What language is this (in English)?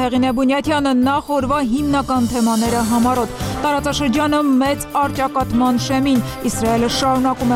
Armenian